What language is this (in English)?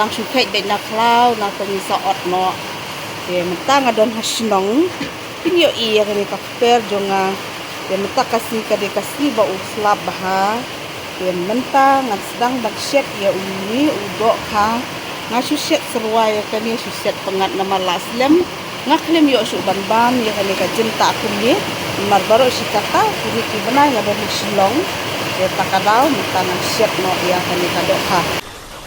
Khasi